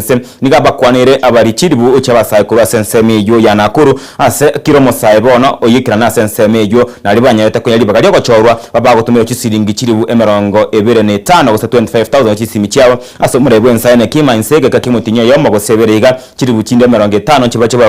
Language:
Gusii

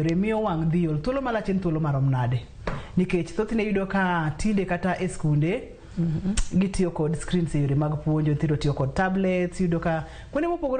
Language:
Luo (Kenya and Tanzania)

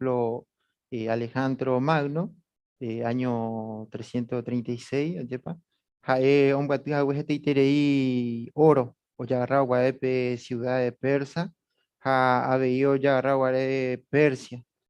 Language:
Guarani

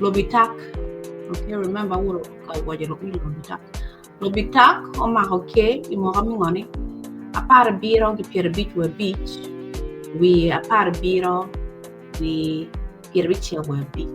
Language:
Acoli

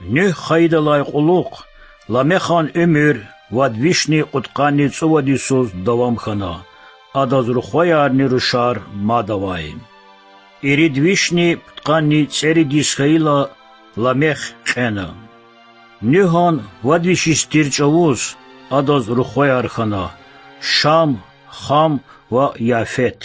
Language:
Lezghian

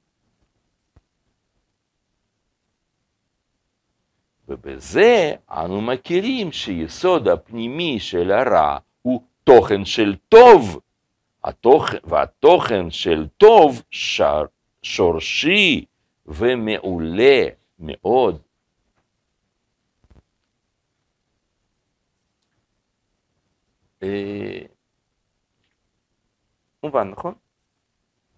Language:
Hebrew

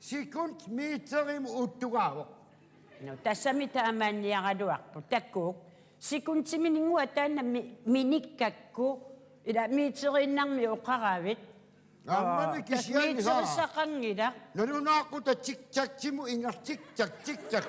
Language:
Kalaallisut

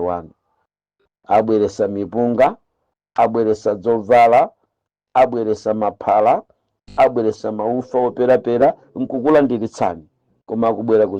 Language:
Nyanja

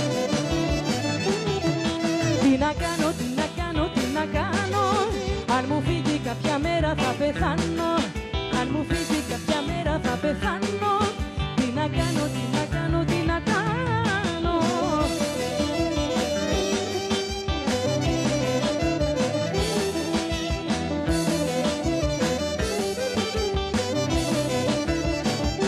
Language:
Greek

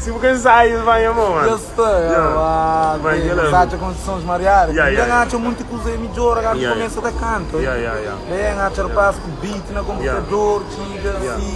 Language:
Kabuverdianu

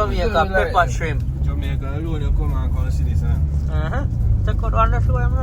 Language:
Jamaican Creole English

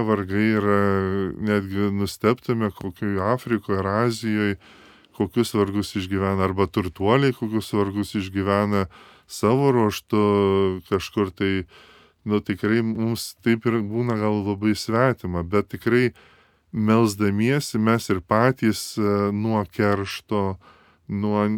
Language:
Lithuanian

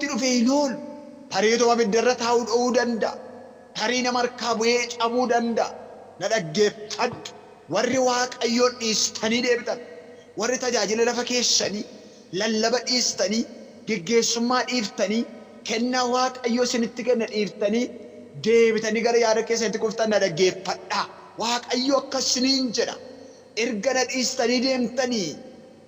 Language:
Oromo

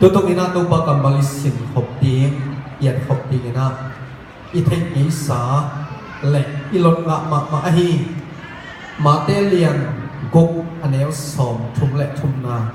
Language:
Tedim Chin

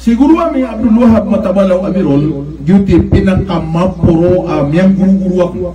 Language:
Maranao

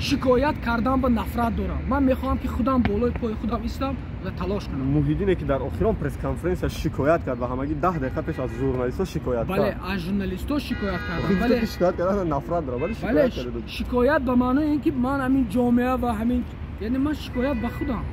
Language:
Tajik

